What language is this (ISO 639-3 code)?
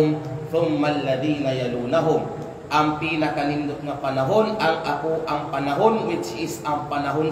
kqe